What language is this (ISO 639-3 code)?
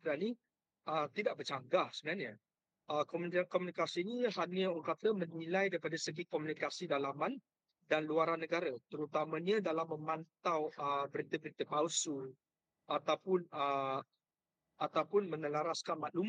msa